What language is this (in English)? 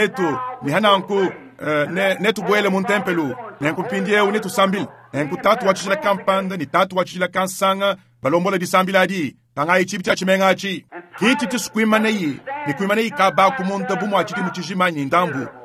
Luba-Lulua